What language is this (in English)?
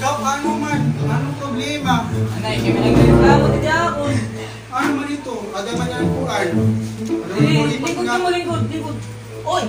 Waray